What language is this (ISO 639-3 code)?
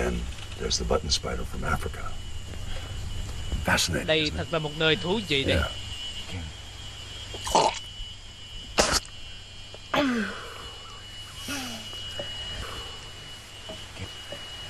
vie